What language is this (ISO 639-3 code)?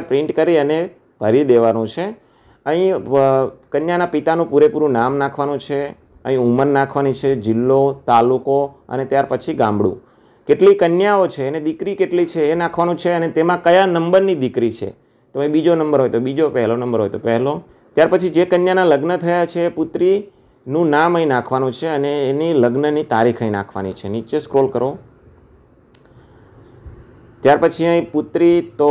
guj